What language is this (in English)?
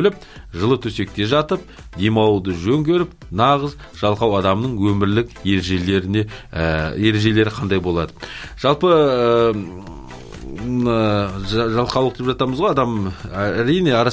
Kazakh